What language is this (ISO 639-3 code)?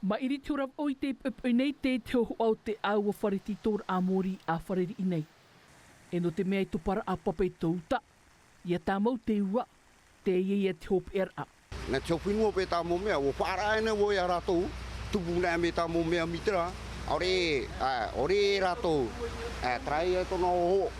tah